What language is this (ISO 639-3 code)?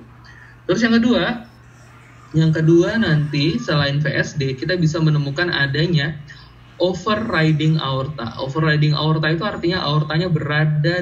ind